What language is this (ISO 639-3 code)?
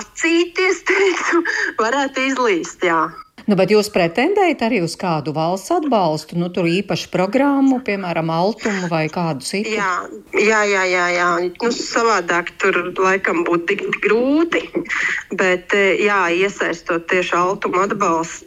lav